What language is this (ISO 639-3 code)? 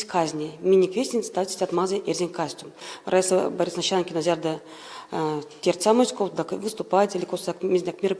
myv